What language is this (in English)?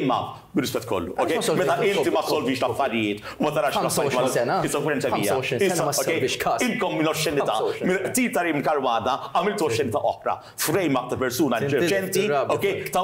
Maltese